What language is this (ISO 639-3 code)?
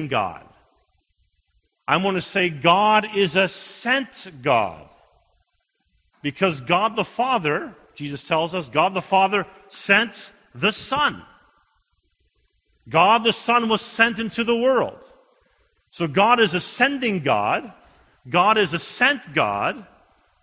eng